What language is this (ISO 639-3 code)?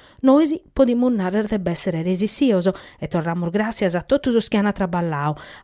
srd